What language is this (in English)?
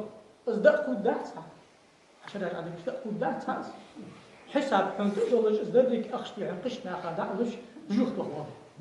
Ingush